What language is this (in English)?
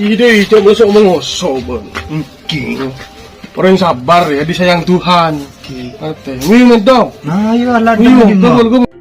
Madurese